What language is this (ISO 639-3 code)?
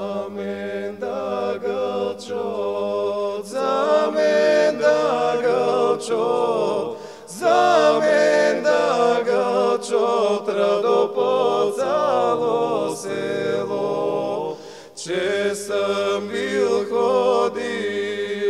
bul